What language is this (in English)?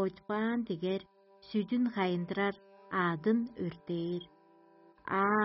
Tuvinian